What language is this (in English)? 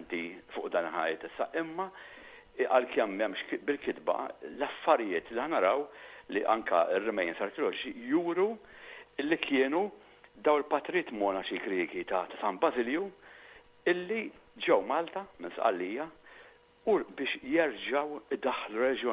Maltese